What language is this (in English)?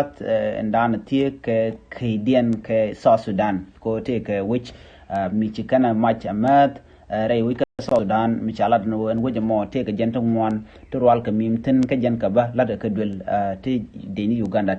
Nuer